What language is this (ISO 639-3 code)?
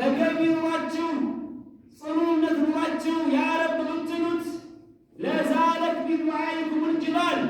amh